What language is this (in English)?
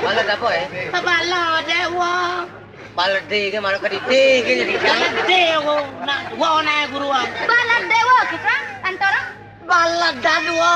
Balinese